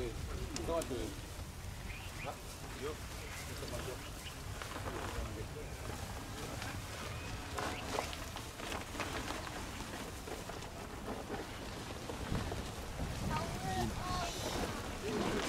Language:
Tongan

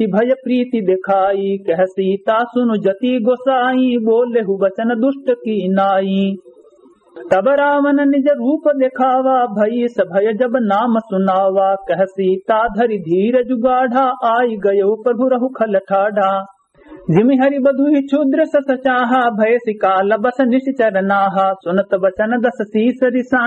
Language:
Awadhi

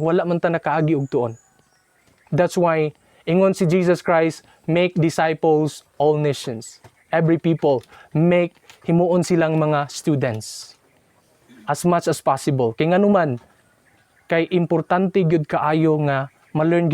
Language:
Cebuano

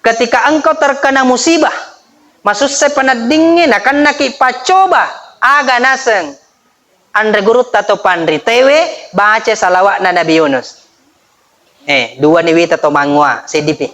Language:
Buginese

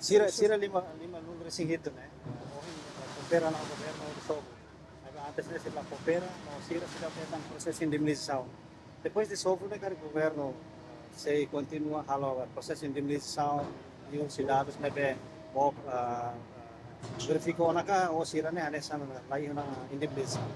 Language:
Tetum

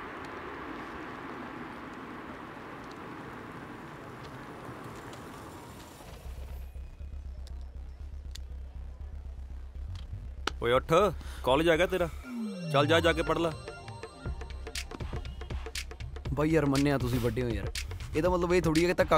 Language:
Punjabi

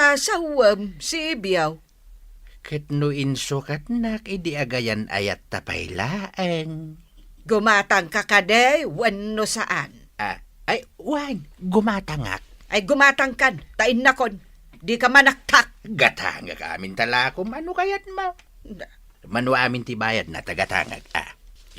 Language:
Iloko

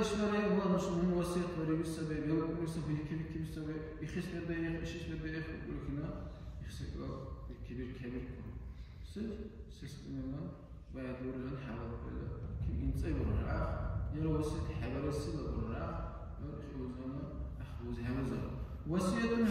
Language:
Dargwa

